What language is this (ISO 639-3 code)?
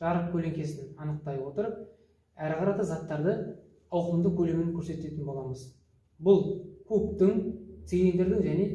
kaz